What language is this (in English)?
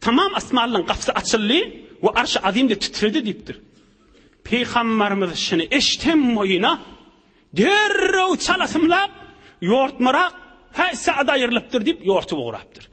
Turkmen